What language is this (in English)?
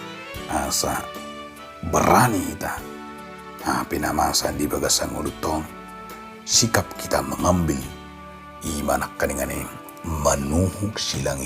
Batak Toba